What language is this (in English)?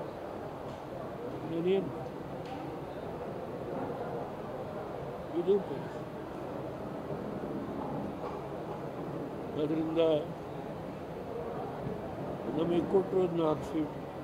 Kannada